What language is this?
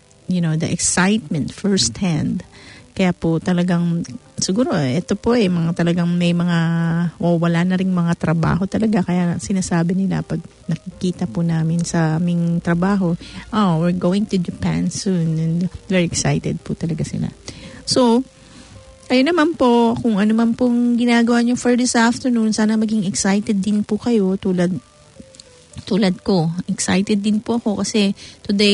Filipino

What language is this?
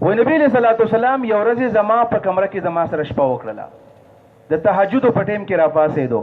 Pashto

